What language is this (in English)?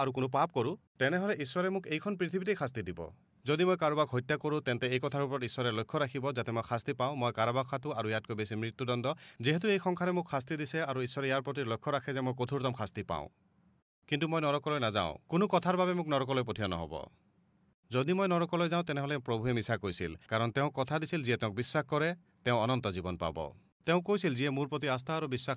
Assamese